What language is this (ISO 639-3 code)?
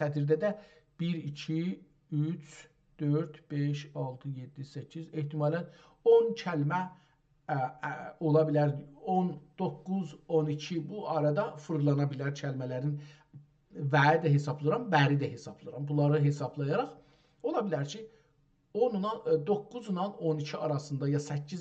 azb